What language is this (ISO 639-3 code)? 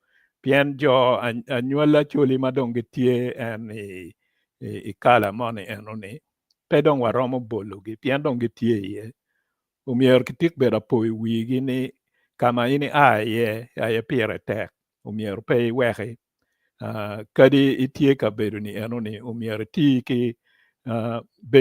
ach